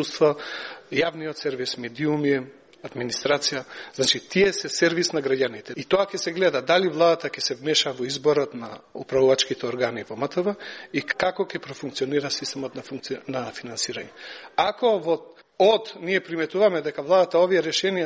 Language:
Macedonian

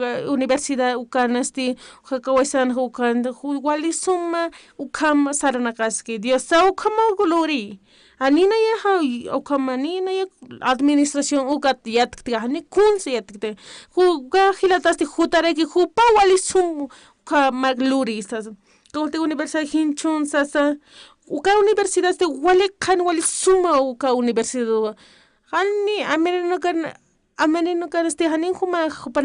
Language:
Aymara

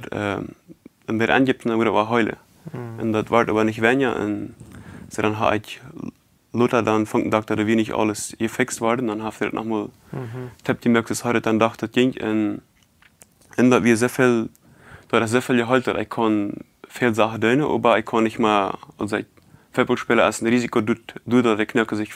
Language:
Plautdietsch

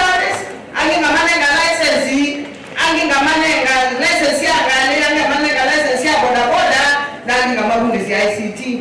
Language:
Kamba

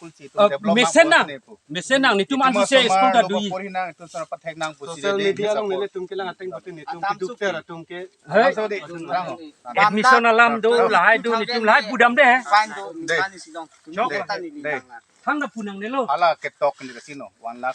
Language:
Karbi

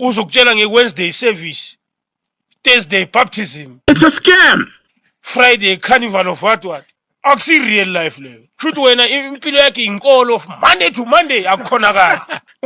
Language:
Zulu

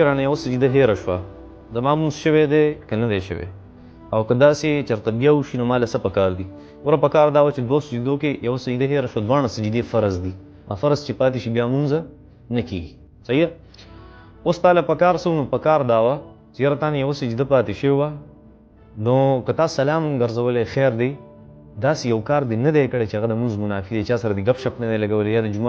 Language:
Pashto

